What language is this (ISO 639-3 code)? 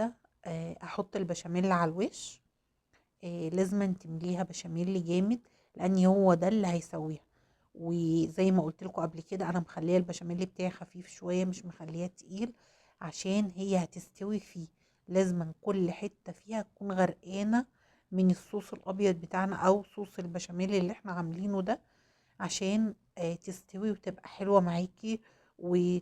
arz